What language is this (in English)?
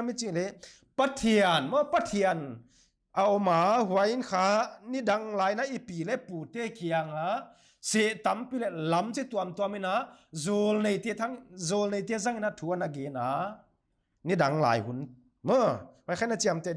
Paite Chin